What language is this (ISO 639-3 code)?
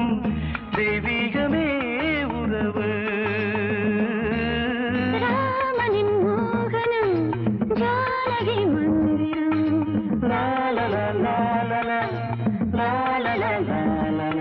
tam